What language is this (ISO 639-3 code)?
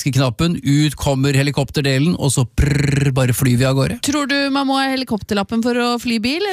nor